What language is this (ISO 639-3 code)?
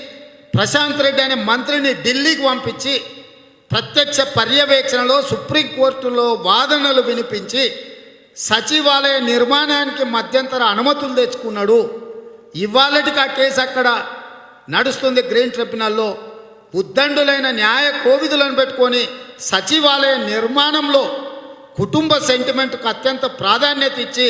tel